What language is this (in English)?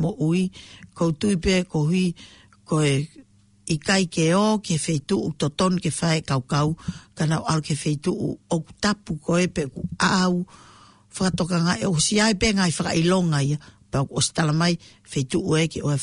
Tongan